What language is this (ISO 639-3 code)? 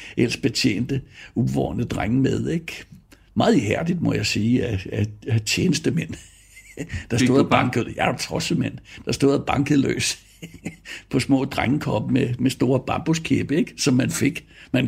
dan